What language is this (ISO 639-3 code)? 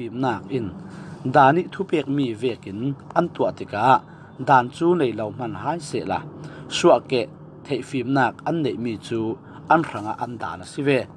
cfm